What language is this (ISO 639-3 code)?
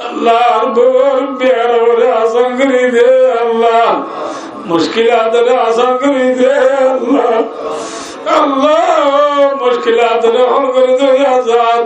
rhg